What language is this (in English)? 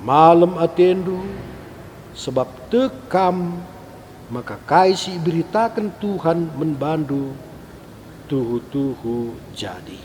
Batak Karo